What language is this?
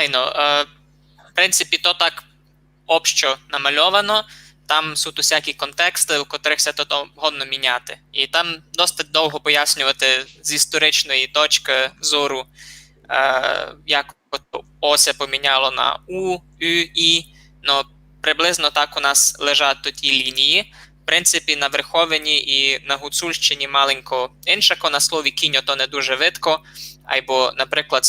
Rusyn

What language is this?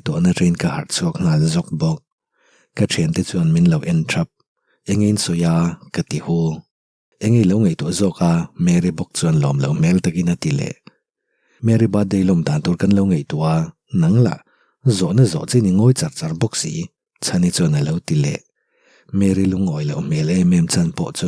Mizo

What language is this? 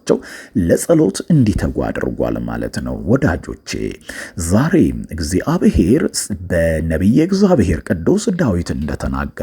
Amharic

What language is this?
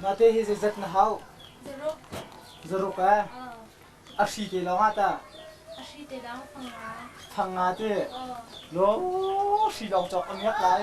Hakha Chin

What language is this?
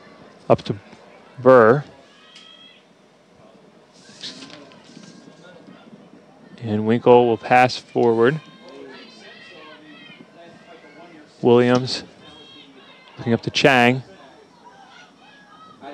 English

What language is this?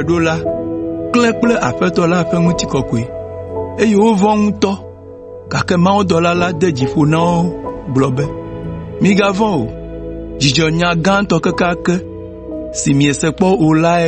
Ewe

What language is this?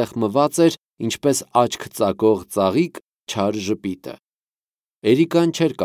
Armenian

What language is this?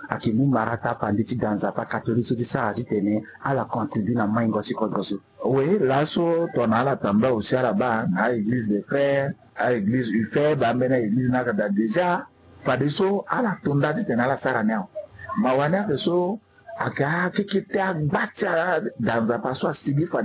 Sango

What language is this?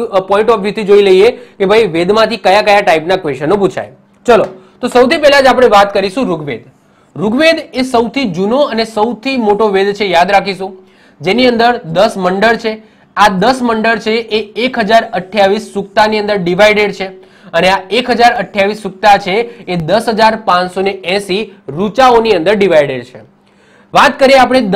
Gujarati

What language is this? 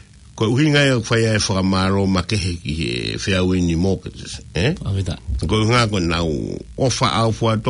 Tongan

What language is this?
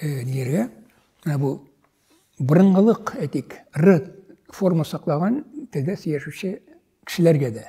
Tatar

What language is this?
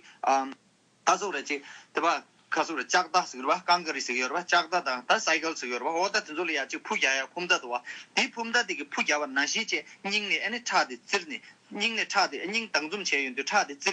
Tibetan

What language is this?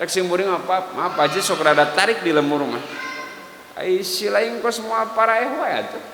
Sundanese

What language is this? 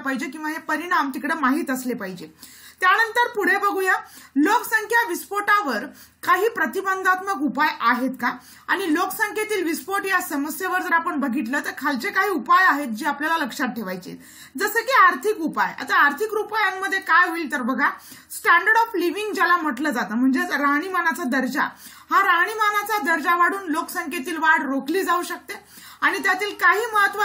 Marathi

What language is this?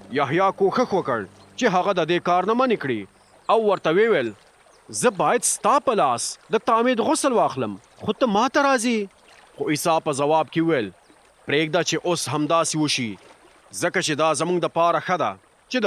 Pashto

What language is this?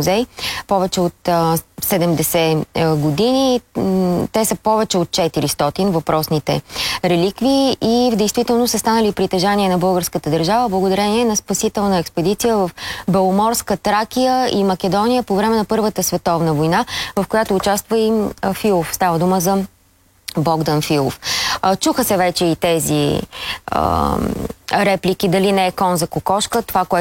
Bulgarian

